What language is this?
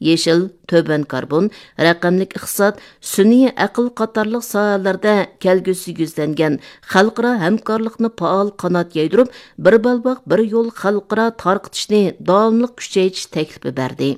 Uyghur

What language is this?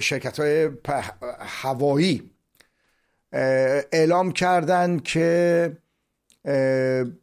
Persian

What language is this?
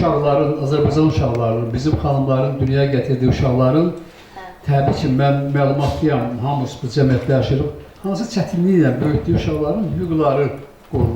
Azerbaijani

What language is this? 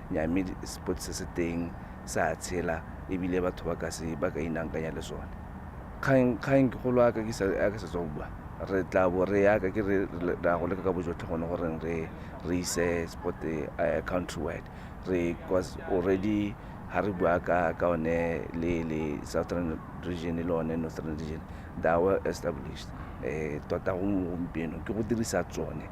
Tswana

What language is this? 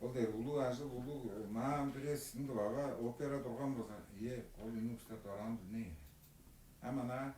Tuvinian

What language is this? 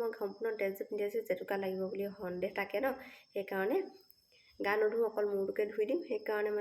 Assamese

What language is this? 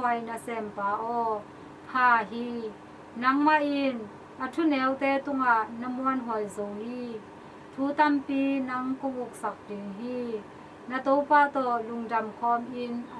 Tedim Chin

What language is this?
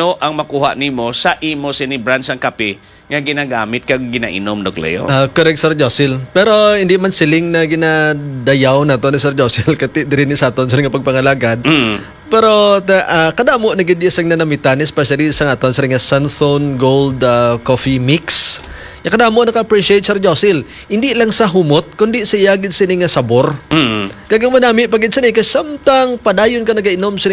Hiligaynon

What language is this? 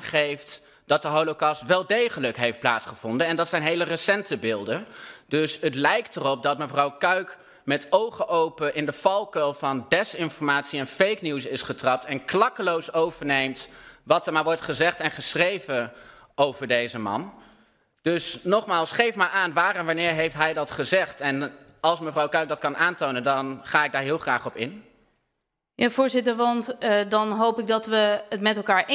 Dutch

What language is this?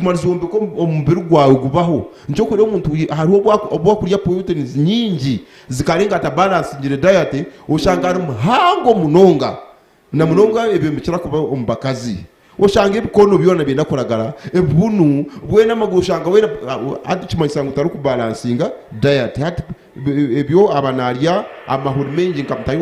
Nyankole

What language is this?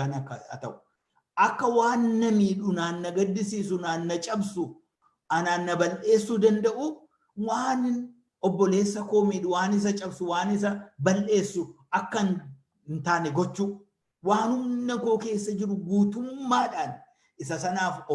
Oromo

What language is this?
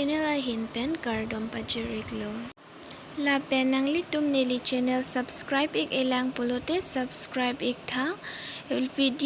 Karbi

